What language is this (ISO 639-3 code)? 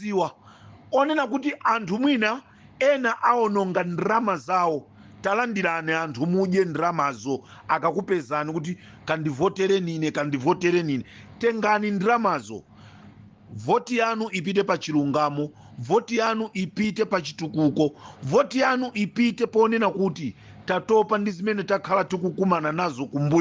nya